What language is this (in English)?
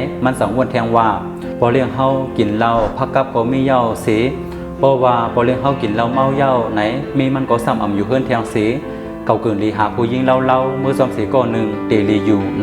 Shan